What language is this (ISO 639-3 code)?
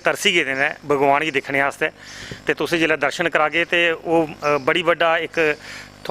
doi